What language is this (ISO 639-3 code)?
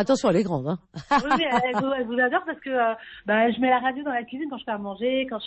fra